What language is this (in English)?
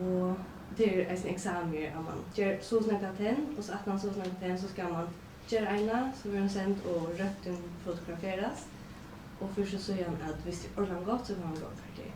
Faroese